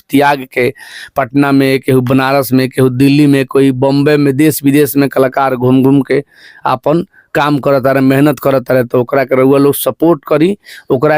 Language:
Bhojpuri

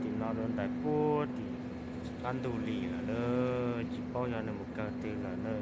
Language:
Hmong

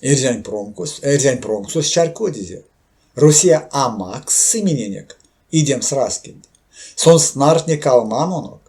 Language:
Erzya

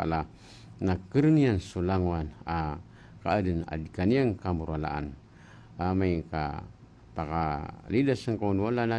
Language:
Maranao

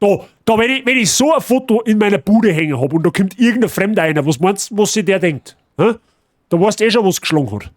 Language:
Bavarian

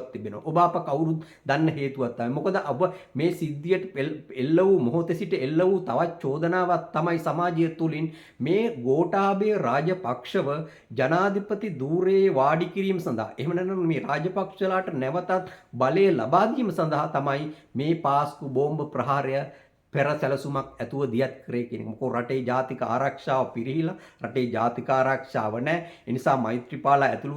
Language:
Sinhala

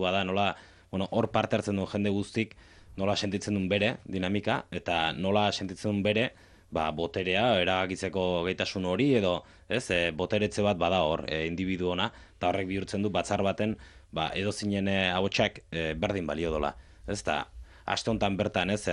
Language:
Basque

